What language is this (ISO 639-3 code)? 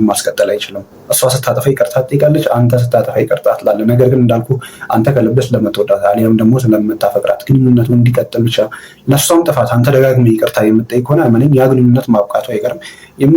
amh